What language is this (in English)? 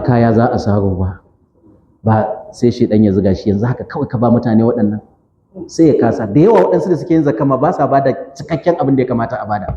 Hausa